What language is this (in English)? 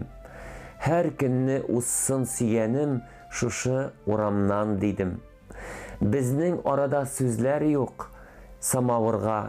Tatar